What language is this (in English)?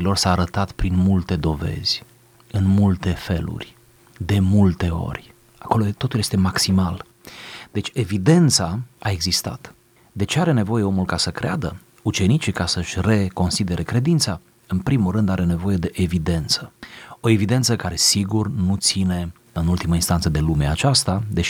Romanian